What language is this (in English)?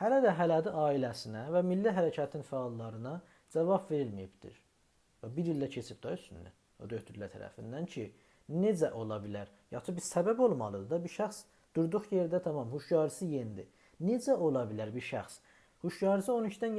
South Azerbaijani